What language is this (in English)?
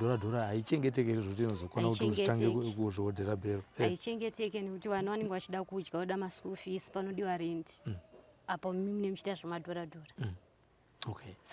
Shona